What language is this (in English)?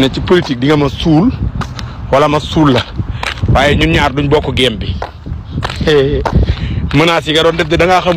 Wolof